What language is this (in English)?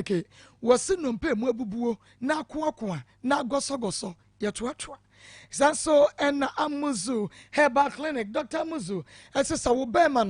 Akan